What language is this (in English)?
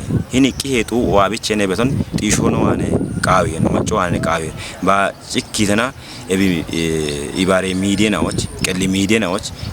Kafa